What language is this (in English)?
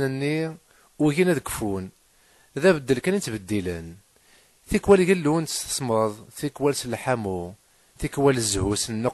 Kabyle